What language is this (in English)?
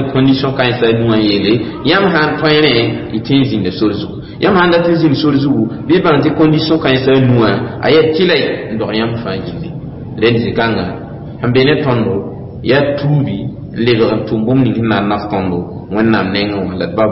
Mossi